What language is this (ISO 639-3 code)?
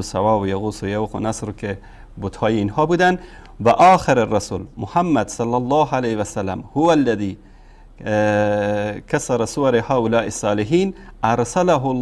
fas